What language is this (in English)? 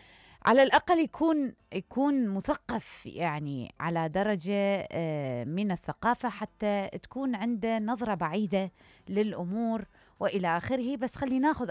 Mesopotamian Arabic